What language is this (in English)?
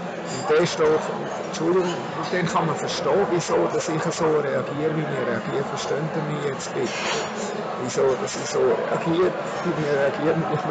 German